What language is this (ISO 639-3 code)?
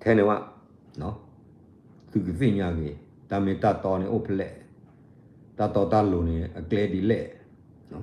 ksw